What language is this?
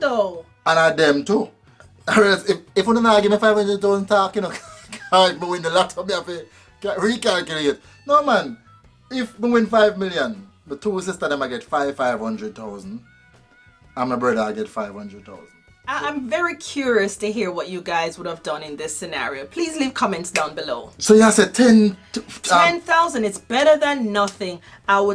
Jamaican Creole English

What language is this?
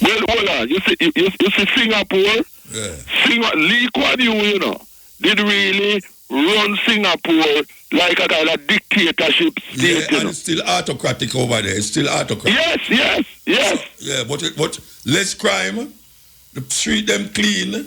Jamaican Creole English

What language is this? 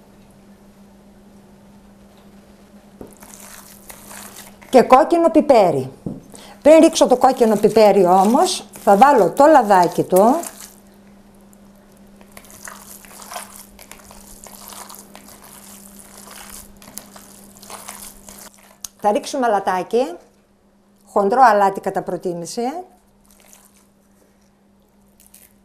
Greek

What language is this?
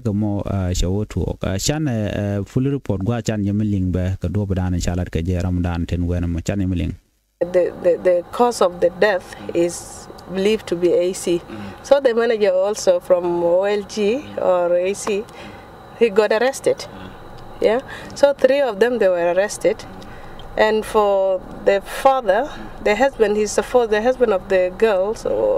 Nuer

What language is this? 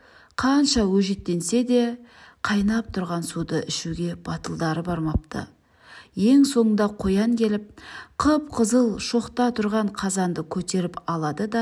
Kazakh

